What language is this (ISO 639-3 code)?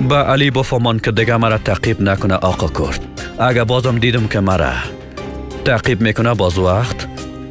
fas